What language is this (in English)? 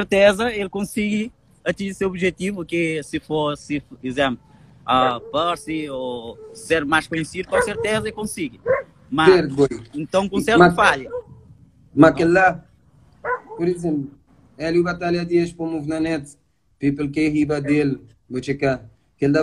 Kabuverdianu